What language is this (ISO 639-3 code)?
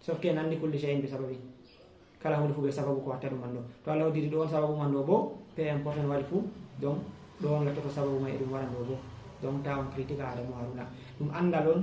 ful